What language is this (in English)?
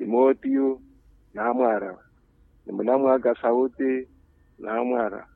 Makhuwa